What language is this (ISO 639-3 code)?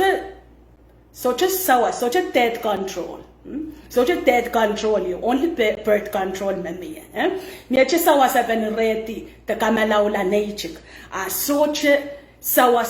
pon